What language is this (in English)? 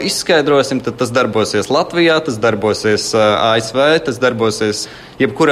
Latvian